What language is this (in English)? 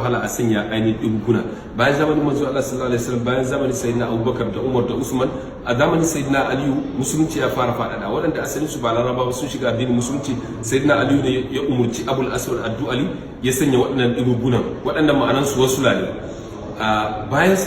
Hausa